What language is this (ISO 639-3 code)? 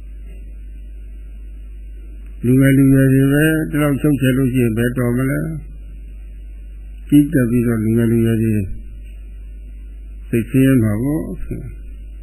mya